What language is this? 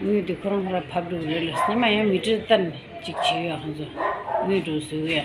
Tibetan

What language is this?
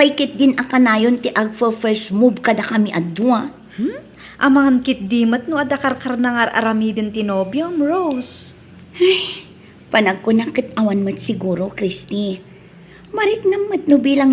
Iloko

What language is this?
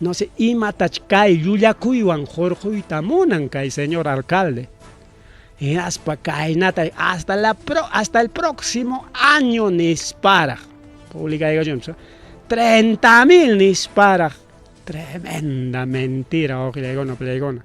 Ayacucho Quechua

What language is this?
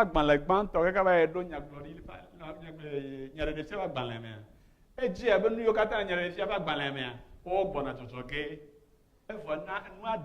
Ewe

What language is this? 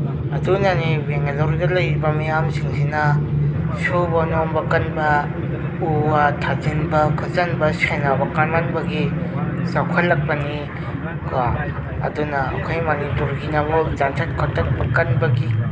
Manipuri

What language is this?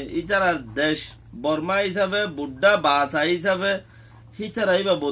Rohingya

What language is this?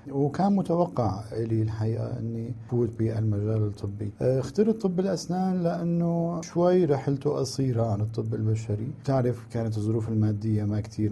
North Levantine Arabic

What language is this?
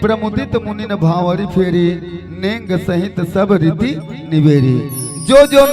Chhattisgarhi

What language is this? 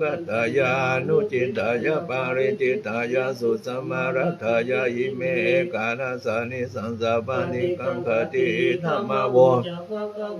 Pali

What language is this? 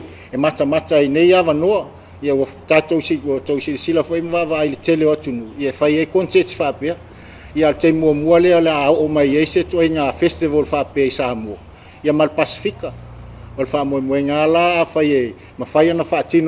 Samoan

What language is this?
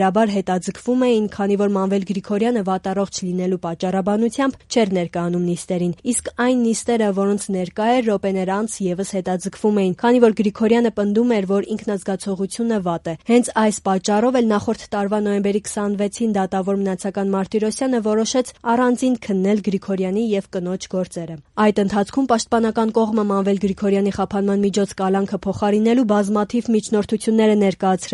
Armenian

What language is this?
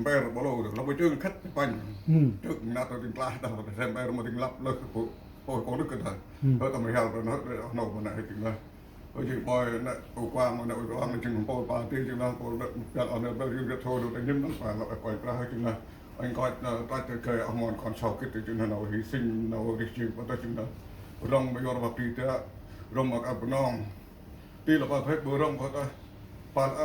Central Mnong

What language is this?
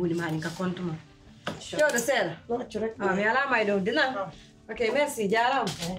Pular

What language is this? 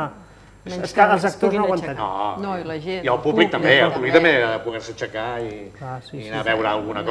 Catalan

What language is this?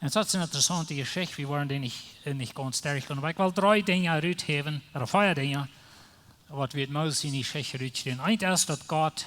Plautdietsch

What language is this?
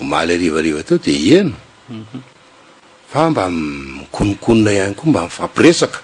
Malagasy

